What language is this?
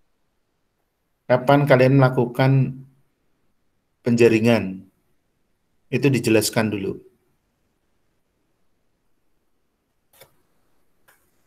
Indonesian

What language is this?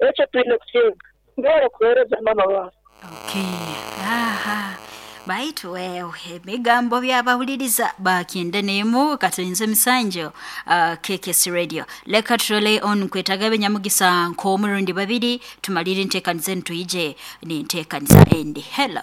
Nyoro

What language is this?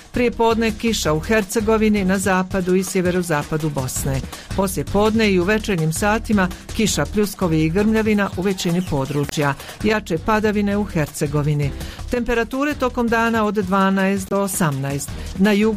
Bosnian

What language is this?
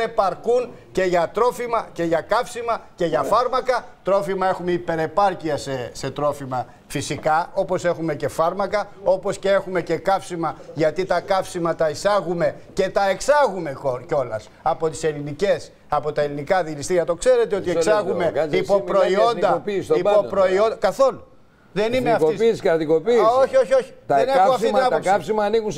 Greek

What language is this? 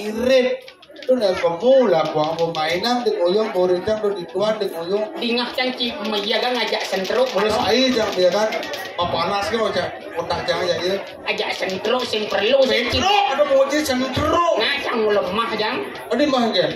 Balinese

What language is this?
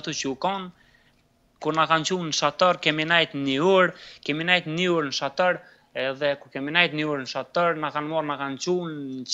Albanian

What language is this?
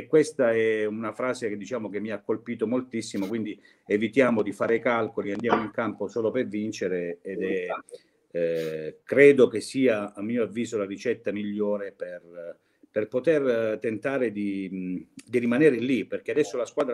Italian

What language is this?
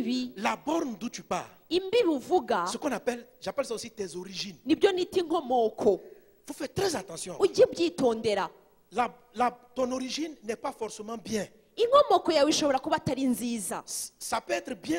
Kinyarwanda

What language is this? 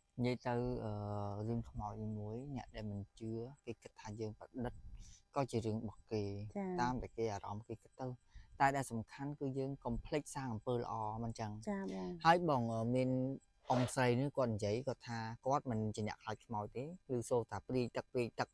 Khmer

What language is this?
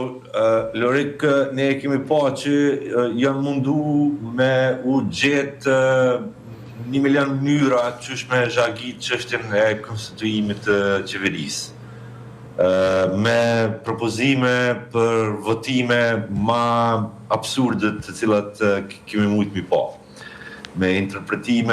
Albanian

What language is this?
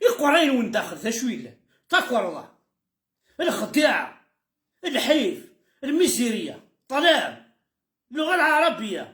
Kabyle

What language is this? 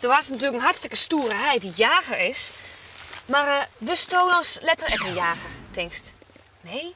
Western Frisian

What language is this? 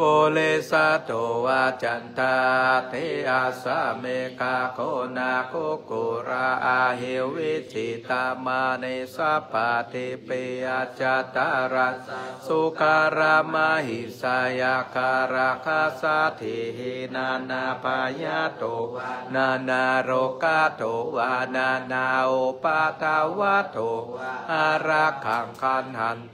Pali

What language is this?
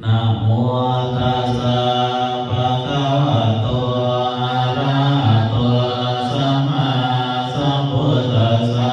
Pali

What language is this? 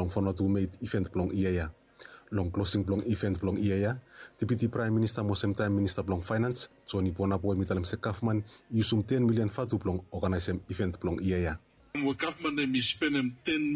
Bislama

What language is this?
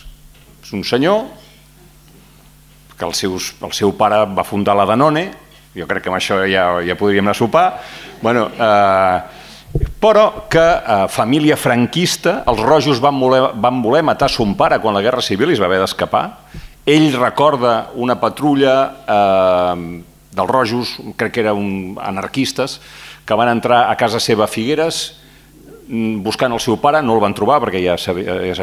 Catalan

